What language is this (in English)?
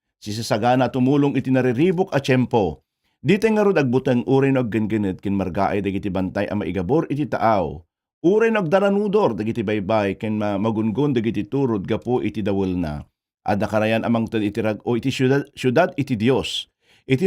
Iloko